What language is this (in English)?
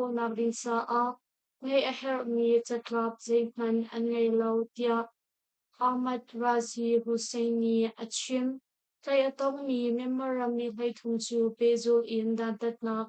Hakha Chin